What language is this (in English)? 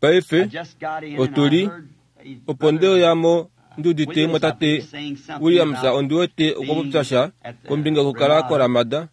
Kuanyama